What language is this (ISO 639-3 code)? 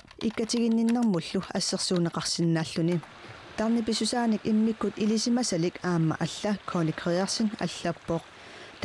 kal